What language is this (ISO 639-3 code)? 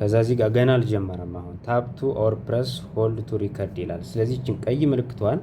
amh